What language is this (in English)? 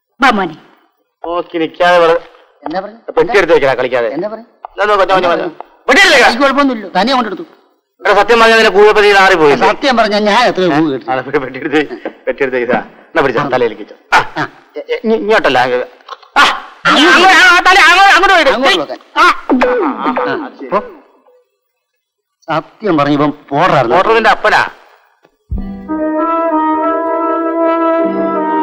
Malayalam